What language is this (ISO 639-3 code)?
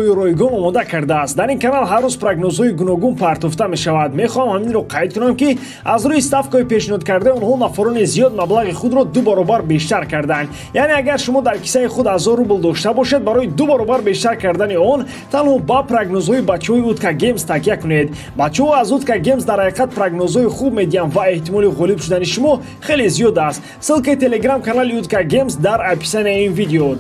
tgk